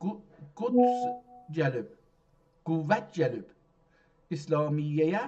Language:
South Azerbaijani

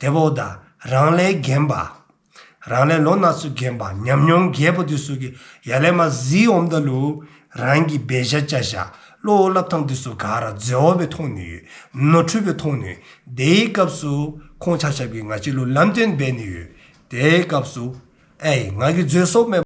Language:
Dzongkha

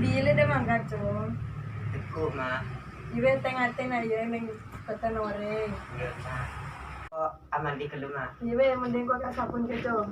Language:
Madurese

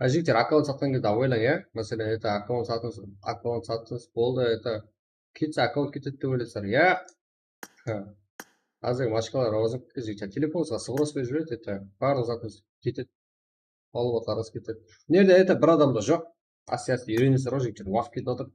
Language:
Kara-Kalpak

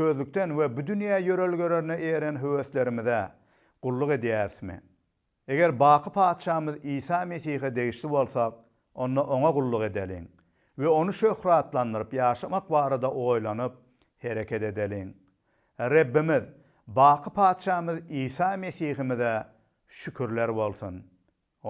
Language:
Turkmen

